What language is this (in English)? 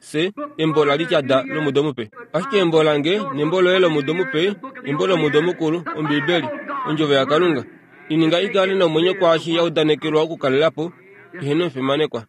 Kuanyama